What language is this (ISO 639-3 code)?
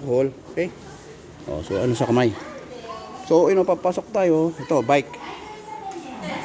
fil